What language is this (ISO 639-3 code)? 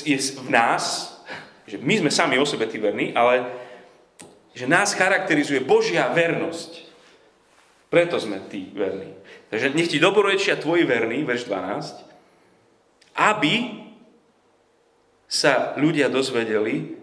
slk